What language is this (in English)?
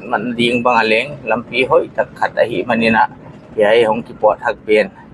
Paite Chin